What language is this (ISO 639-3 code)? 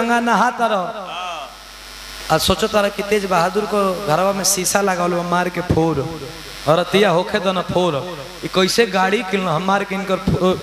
bho